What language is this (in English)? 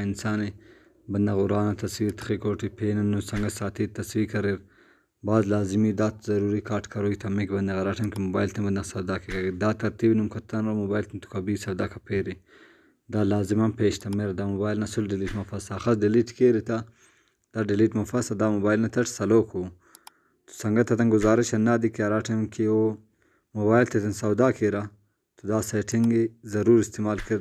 Brahui